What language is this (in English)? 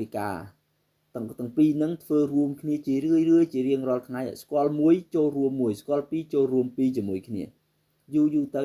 Khmer